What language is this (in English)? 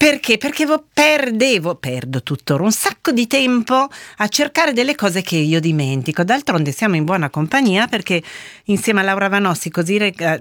Italian